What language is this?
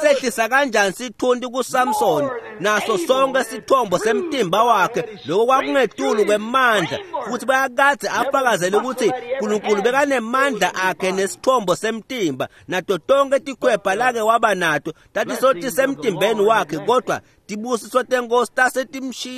Swati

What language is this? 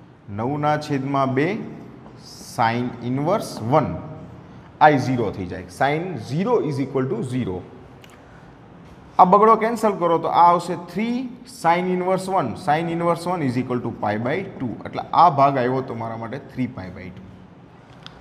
Gujarati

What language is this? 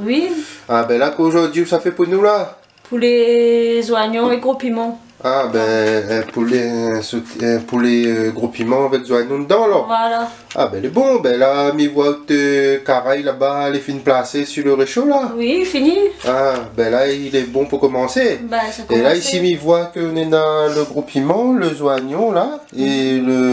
Réunion Creole French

